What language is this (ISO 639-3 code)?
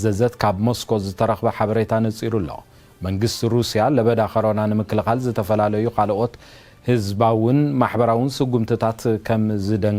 tir